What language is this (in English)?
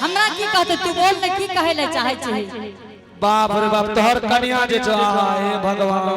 Angika